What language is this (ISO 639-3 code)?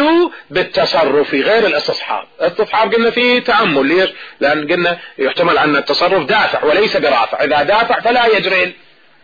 ara